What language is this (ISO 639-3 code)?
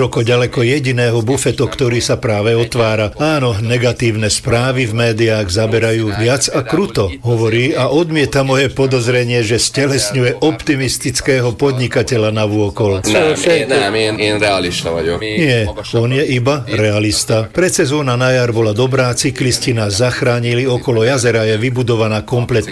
slk